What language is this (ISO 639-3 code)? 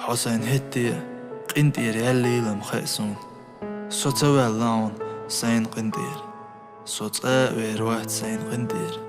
che